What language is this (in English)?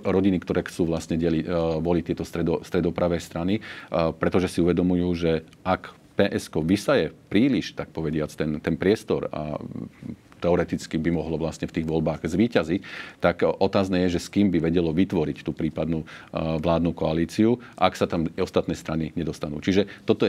Slovak